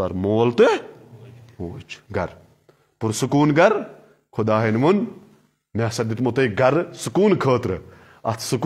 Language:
Kashmiri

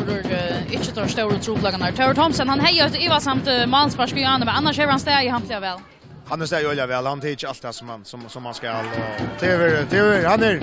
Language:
Faroese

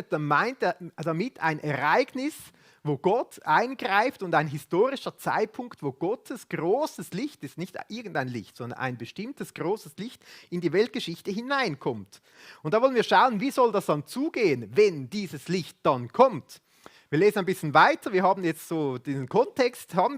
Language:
Swiss German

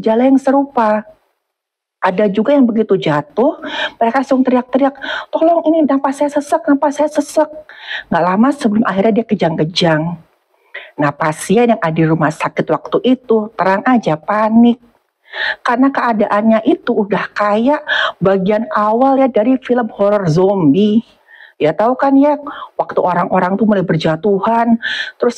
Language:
Indonesian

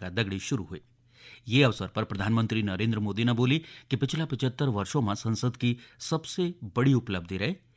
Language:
Garhwali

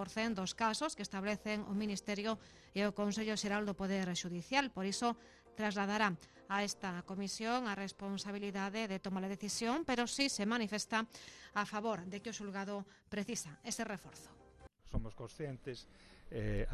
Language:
Galician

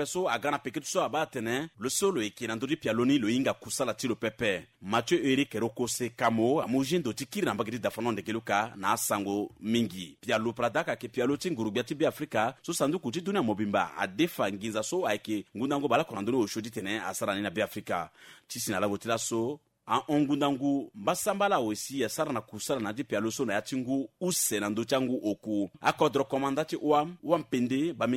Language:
Sango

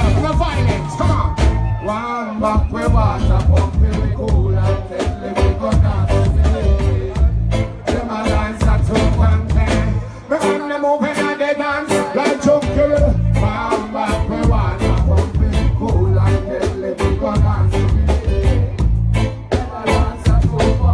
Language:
English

